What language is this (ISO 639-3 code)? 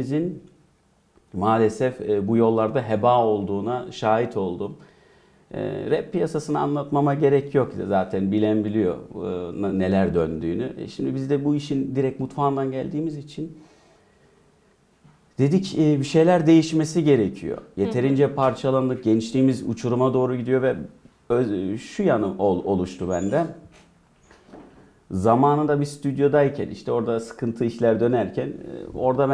tur